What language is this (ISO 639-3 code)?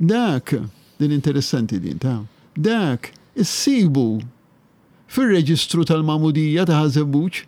mlt